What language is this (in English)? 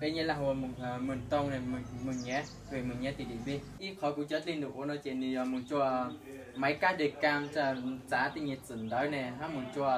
Hmong